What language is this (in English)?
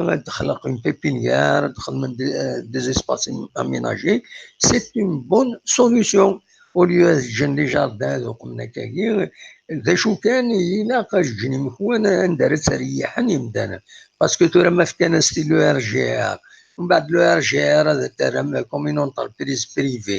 Kabyle